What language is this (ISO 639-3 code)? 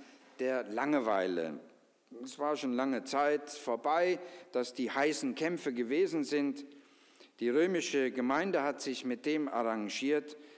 deu